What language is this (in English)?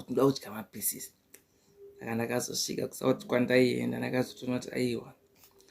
Shona